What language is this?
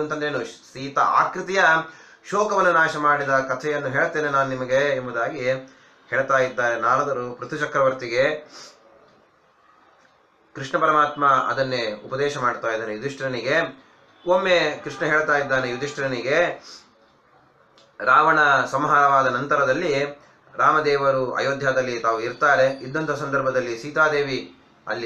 Kannada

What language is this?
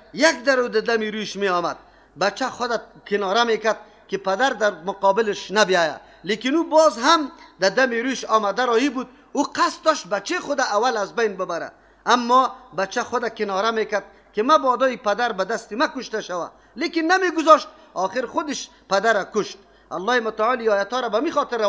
Persian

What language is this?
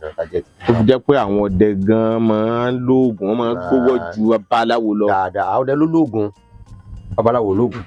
Yoruba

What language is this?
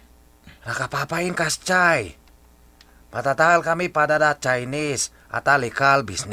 Iloko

